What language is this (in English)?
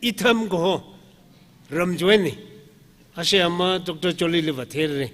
Tangkhul Naga (India)